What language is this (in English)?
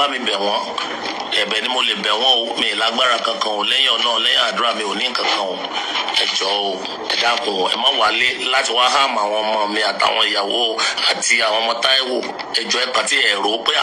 Yoruba